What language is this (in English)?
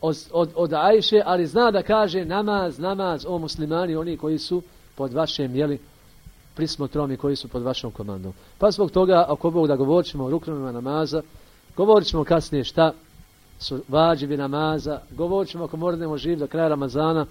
Bosnian